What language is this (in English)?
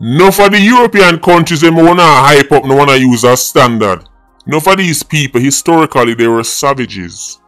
Jamaican Creole English